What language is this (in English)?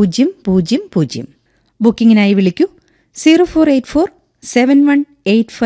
Malayalam